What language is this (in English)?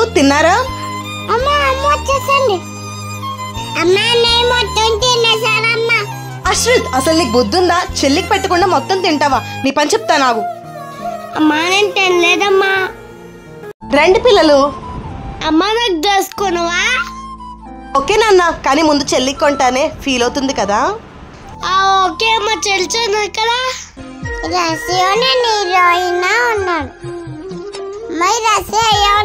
Telugu